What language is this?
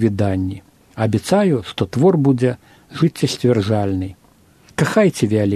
Belarusian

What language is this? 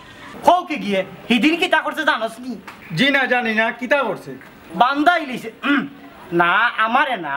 Sylheti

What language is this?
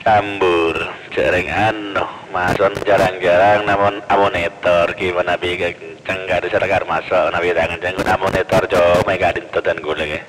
Madurese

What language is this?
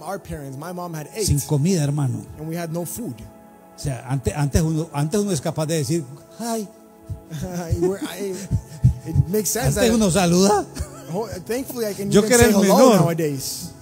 Spanish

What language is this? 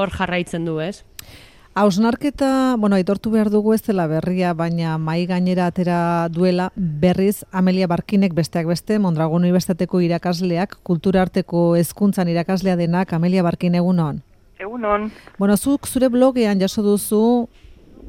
Basque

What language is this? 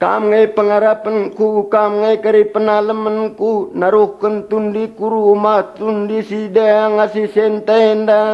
Batak Karo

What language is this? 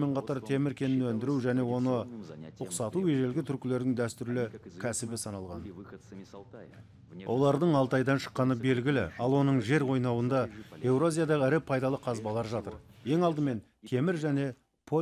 Kazakh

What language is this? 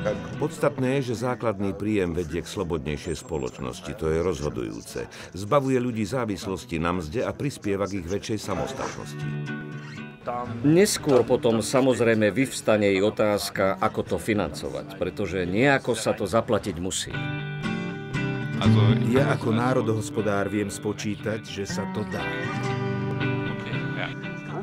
Slovak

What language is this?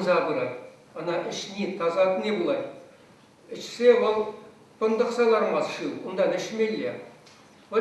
Chuvash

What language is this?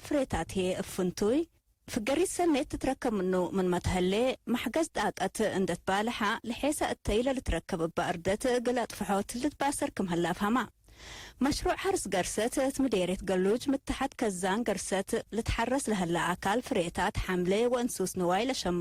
Tigre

